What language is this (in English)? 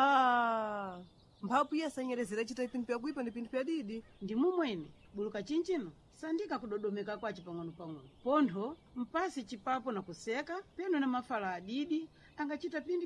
Sena